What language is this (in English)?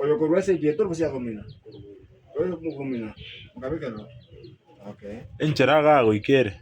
Gusii